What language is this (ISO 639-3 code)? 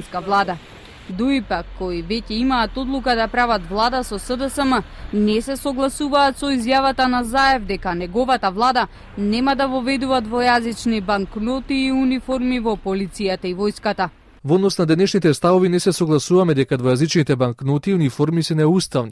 mkd